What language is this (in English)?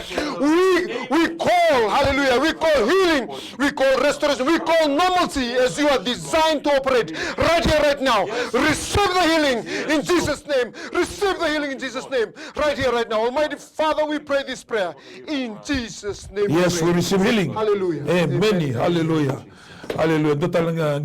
Fijian